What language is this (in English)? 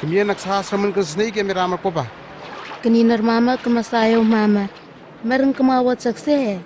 Southwest Tanna